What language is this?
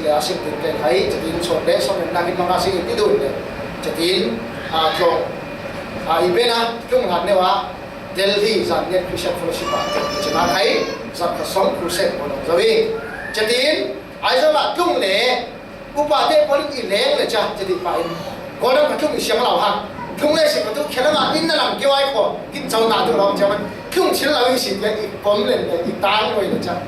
Falam Chin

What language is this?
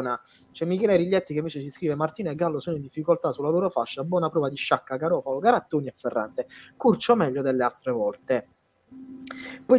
Italian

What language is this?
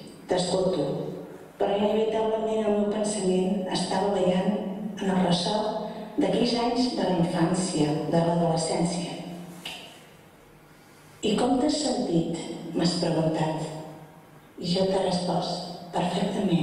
Catalan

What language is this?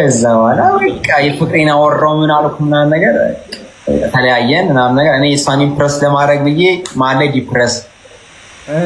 Amharic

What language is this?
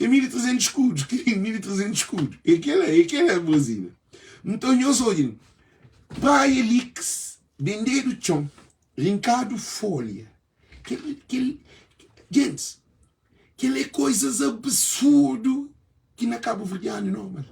Kabuverdianu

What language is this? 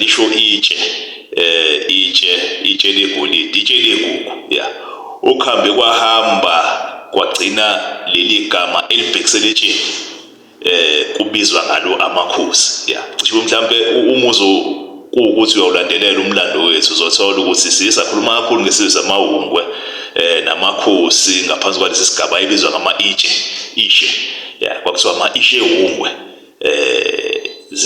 Zulu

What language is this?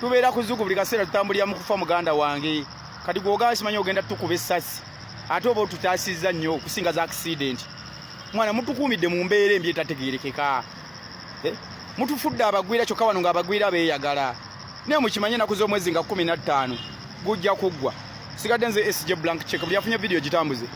Ganda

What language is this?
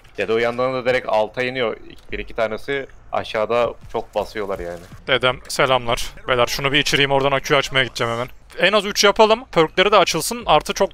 Turkish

